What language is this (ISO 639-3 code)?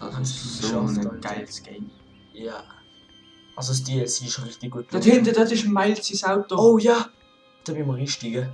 gsw